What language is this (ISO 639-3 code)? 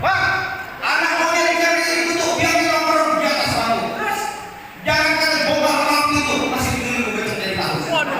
bew